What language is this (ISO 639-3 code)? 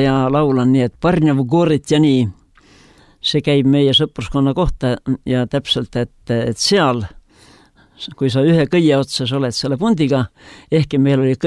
est